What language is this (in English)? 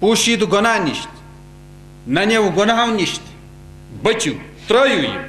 Kashmiri